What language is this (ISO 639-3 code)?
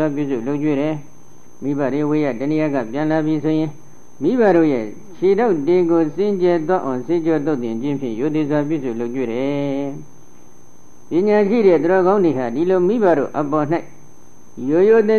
mya